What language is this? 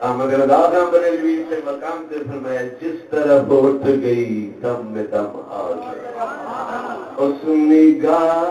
Saraiki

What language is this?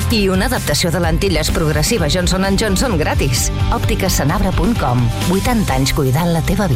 Catalan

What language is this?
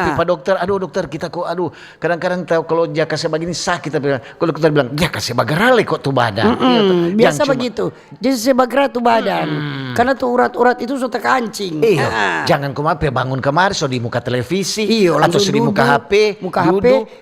Manado Malay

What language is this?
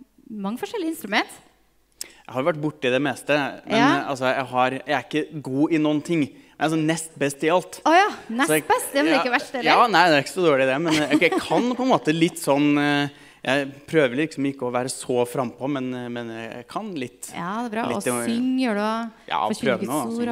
Norwegian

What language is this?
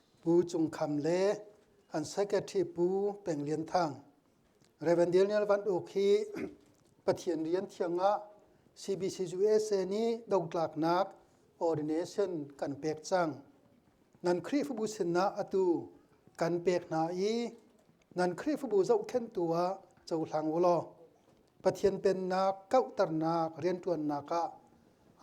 Hakha Chin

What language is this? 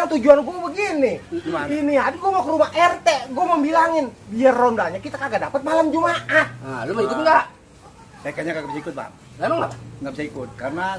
Betawi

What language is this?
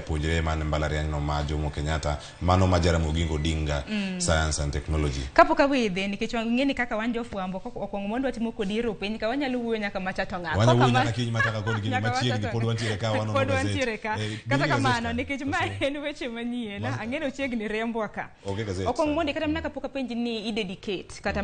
Luo (Kenya and Tanzania)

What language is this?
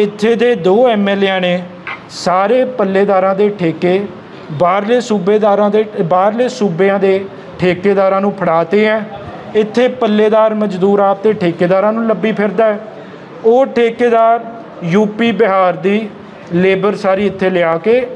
Punjabi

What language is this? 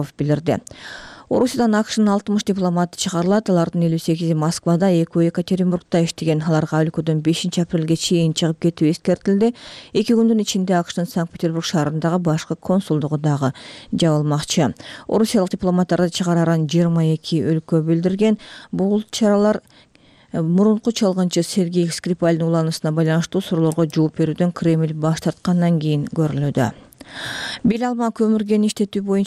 Kyrgyz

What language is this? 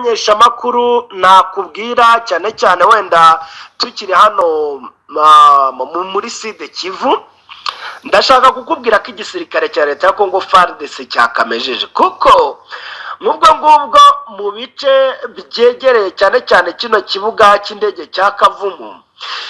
Kinyarwanda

